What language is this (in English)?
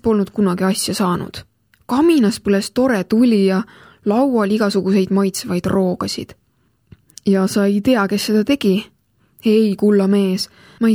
Estonian